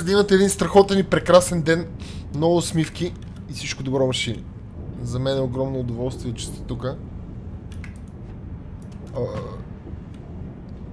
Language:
Bulgarian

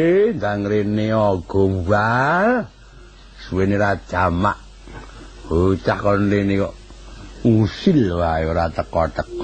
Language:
Javanese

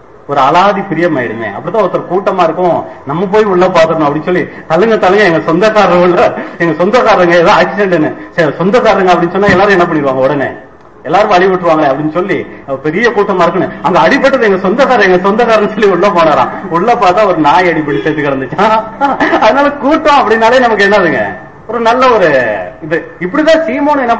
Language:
Tamil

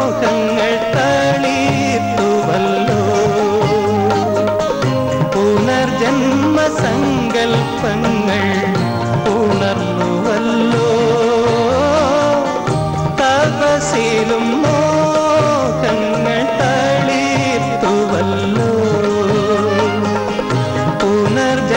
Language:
Malayalam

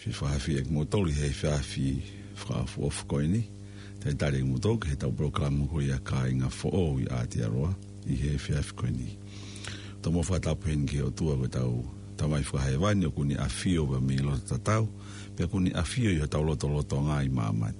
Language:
Tongan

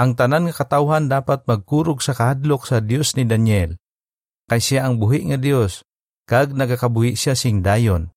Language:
Hiligaynon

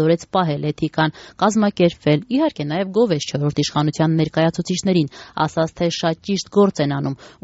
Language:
Armenian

